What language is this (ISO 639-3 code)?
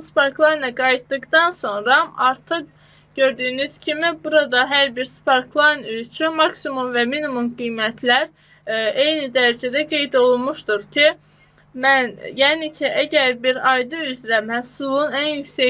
aze